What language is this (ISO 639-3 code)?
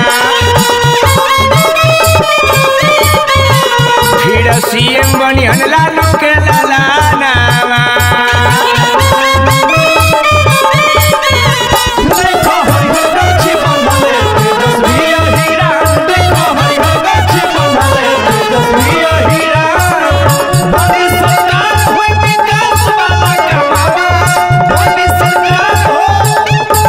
bho